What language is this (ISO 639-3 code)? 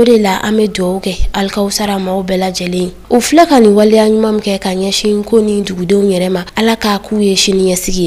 bam